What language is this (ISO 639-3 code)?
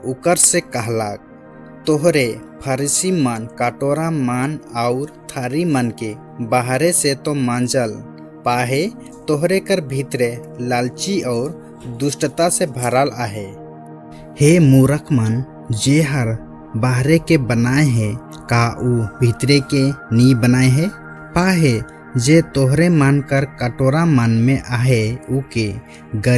sck